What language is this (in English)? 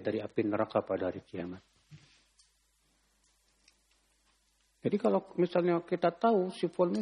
Indonesian